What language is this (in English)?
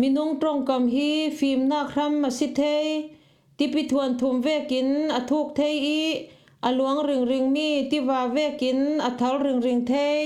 Falam Chin